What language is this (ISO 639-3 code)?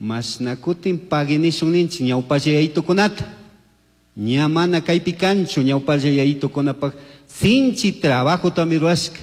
qug